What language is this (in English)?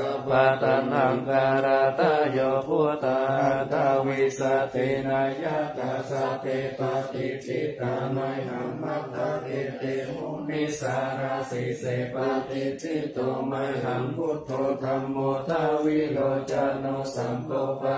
Pali